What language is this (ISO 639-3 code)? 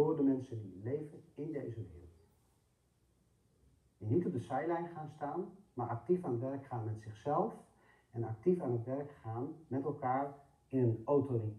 nld